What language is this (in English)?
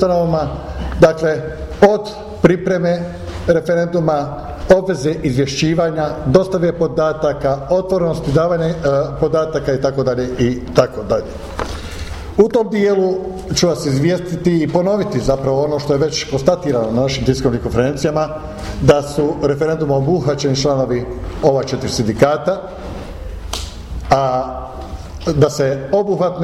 Croatian